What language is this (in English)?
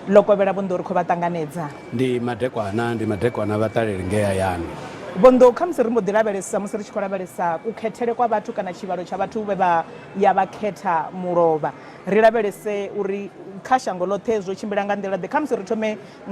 Venda